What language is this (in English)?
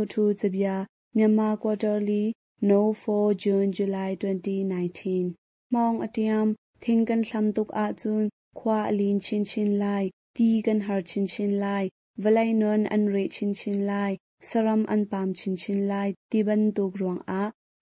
Hakha Chin